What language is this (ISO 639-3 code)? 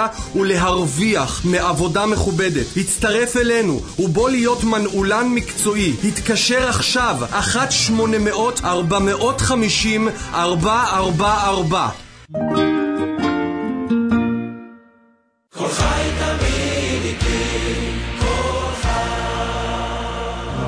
heb